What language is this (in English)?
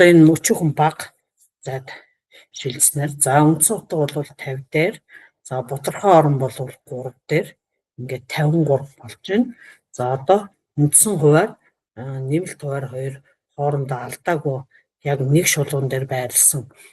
Mongolian